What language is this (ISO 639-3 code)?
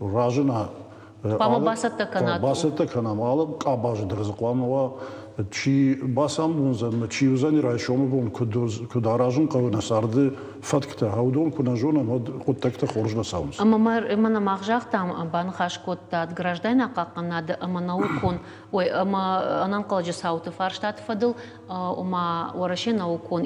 oss